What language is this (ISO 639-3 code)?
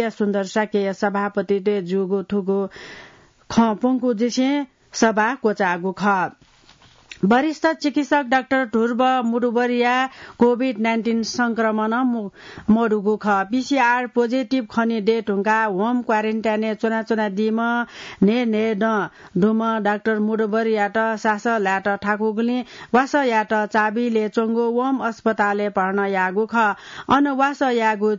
new